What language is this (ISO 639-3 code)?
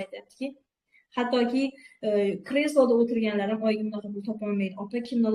uzb